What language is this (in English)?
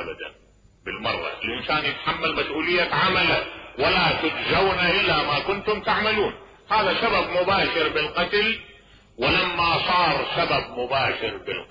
Mesopotamian Arabic